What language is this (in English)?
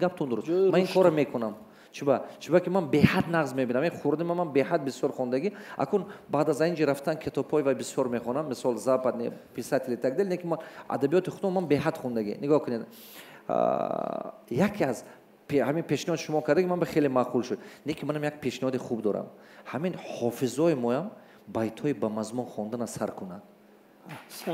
Tajik